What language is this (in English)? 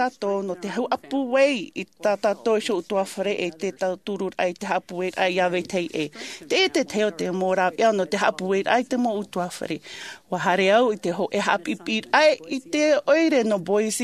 Tahitian